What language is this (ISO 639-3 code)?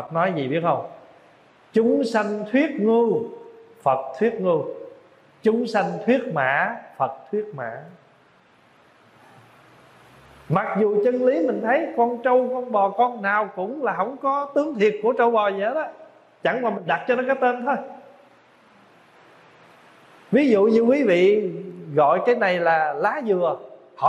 vie